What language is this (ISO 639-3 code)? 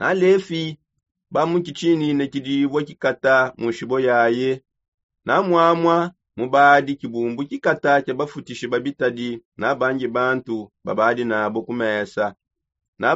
sop